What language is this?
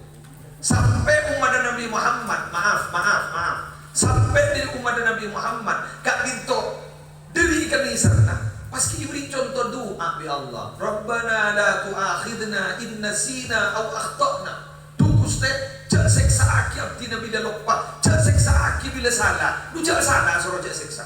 Madurese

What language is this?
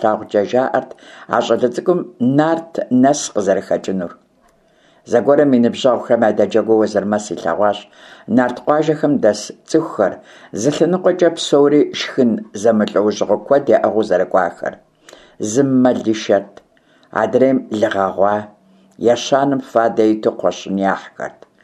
Kabardian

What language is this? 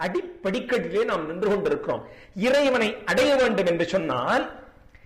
Tamil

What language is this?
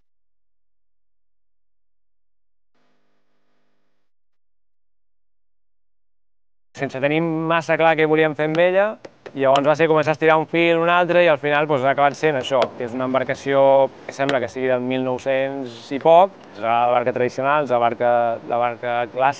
Catalan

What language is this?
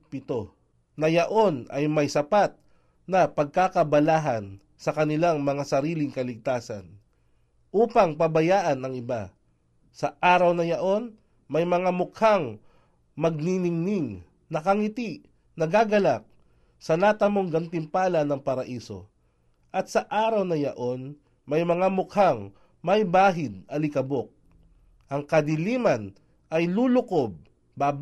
Filipino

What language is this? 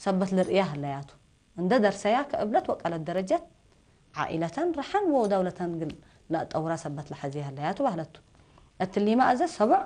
Tigre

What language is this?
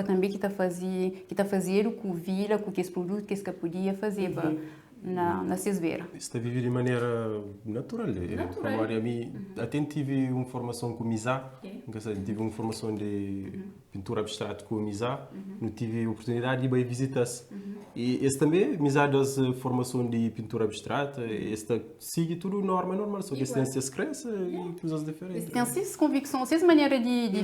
Kabuverdianu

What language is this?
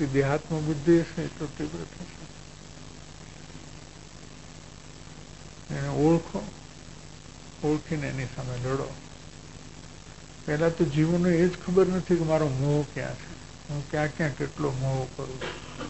Gujarati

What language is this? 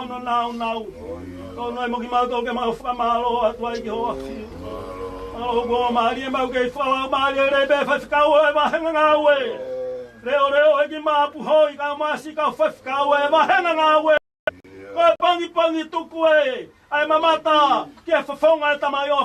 Tongan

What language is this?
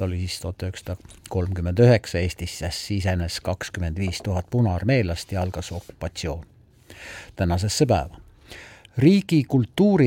Estonian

